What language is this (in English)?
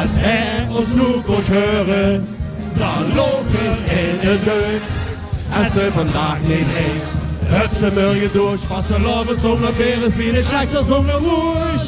Limburgish